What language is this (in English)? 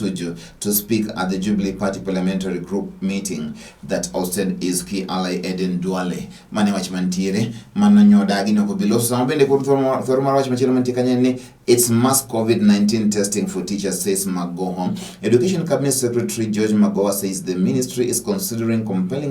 Luo (Kenya and Tanzania)